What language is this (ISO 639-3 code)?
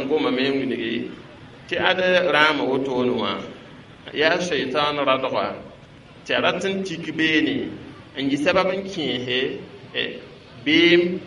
mos